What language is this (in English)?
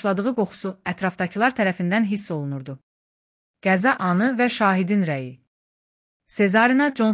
Azerbaijani